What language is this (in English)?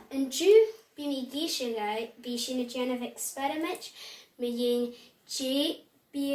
Scottish Gaelic